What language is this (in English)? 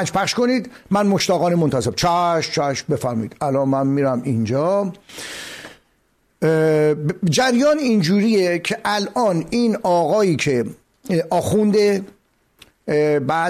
Persian